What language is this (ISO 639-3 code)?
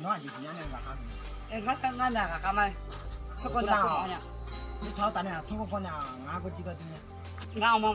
ahk